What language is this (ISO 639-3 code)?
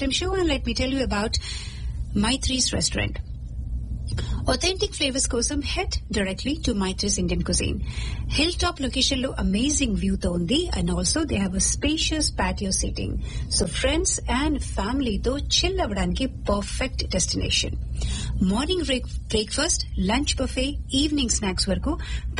tel